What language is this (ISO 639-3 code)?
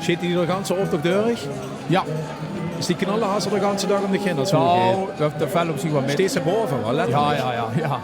lim